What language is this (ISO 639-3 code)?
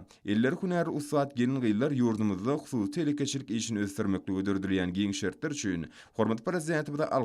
tuk